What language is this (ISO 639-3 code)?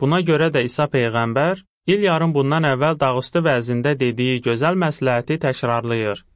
aze